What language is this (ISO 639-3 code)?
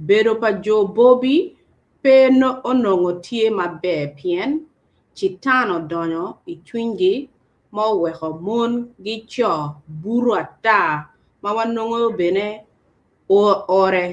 ach